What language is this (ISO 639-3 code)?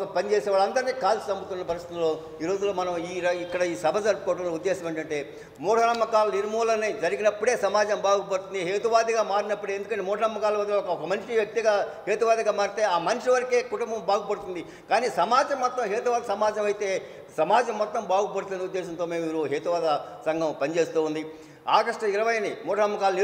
tel